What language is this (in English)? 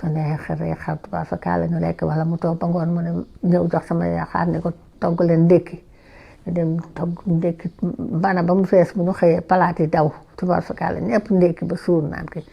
Wolof